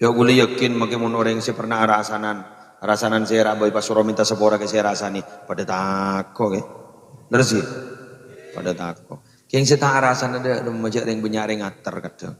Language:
Madurese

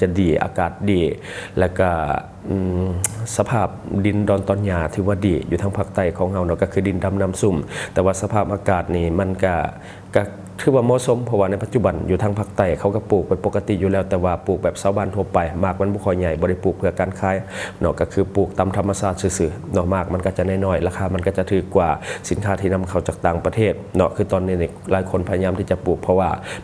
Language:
Lao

